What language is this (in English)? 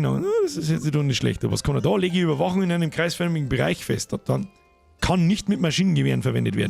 Bavarian